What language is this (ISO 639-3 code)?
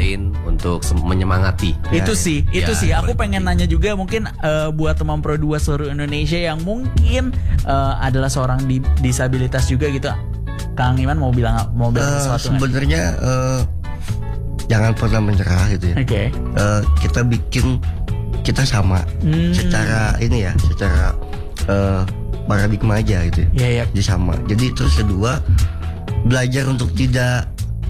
ind